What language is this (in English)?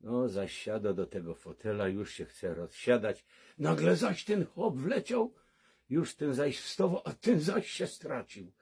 Silesian